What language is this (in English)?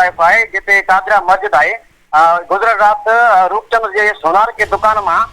Sindhi